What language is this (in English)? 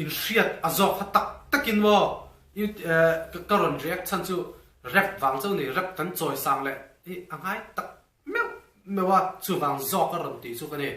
Mizo